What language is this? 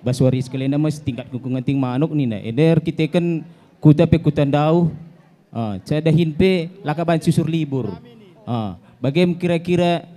Batak Karo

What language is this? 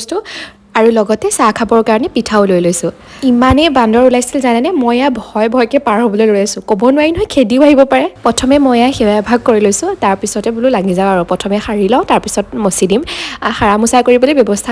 Assamese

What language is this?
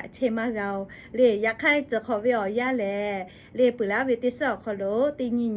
Lahu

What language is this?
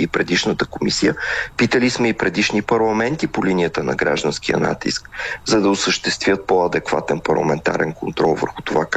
Bulgarian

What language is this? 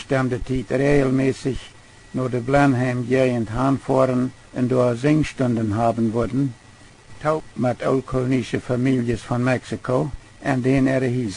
Plautdietsch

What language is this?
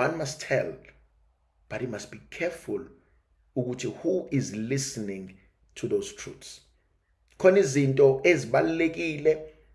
Zulu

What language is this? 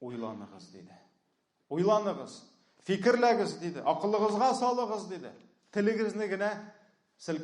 Tatar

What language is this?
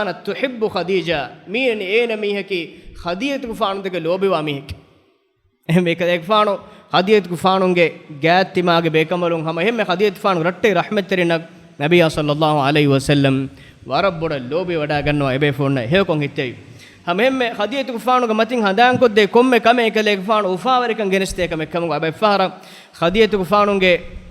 Divehi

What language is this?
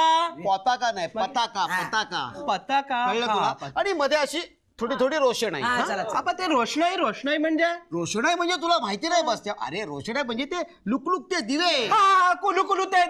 Marathi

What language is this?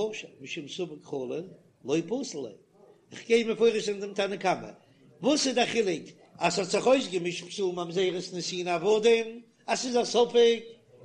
Yiddish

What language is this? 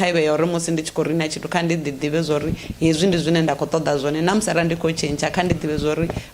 Venda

